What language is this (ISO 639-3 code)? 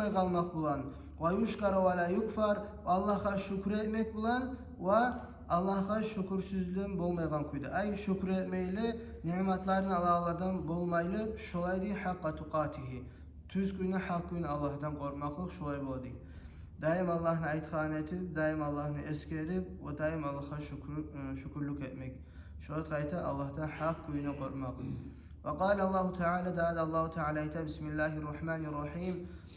kum